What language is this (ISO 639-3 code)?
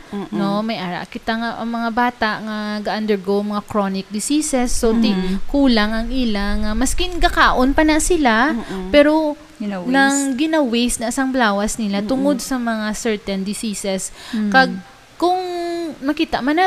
hil